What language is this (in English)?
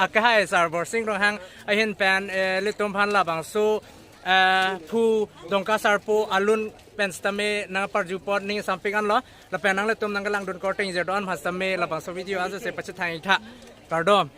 Karbi